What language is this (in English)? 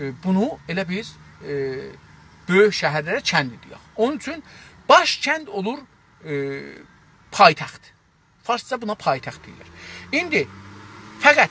South Azerbaijani